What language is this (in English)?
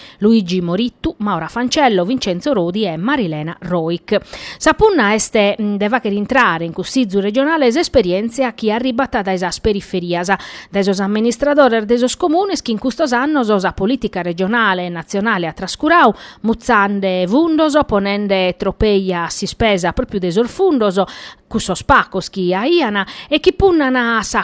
Sardinian